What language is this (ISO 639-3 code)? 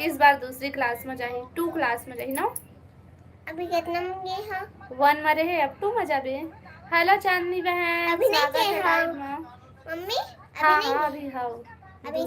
hne